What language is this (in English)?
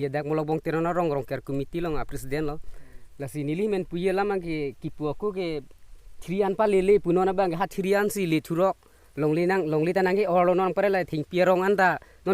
Karbi